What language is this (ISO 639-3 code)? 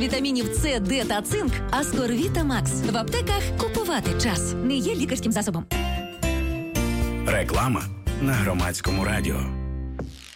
ukr